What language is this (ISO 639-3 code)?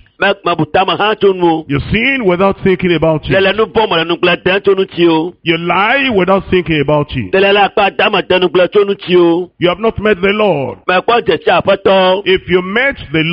ewe